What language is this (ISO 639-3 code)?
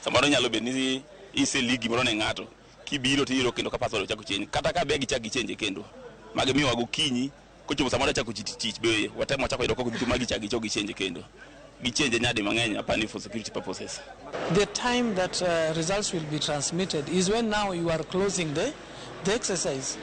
luo